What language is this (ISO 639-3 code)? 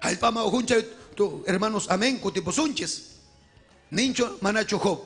quy